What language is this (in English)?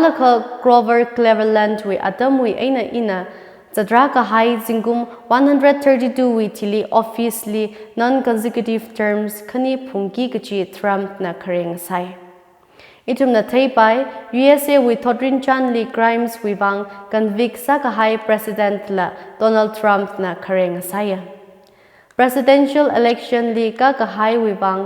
Tangkhul Naga (India)